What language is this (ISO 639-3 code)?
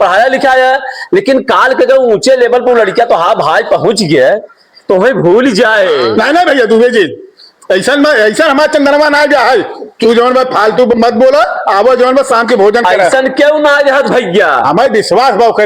awa